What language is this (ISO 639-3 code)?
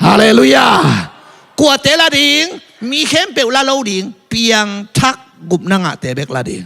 ctd